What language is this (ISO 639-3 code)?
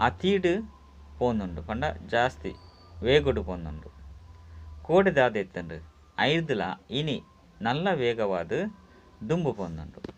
tcy